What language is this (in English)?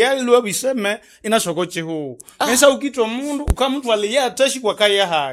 Nande